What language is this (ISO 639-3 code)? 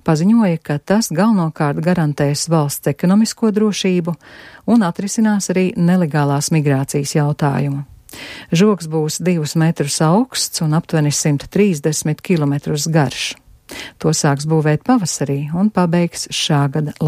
lav